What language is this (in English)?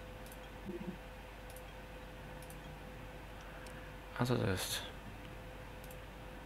Polish